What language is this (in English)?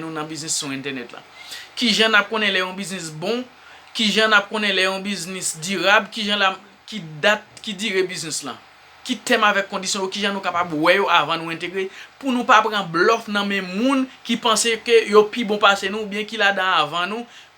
Haitian Creole